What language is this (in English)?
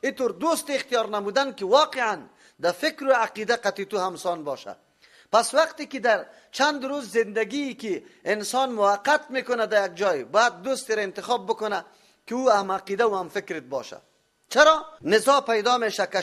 Persian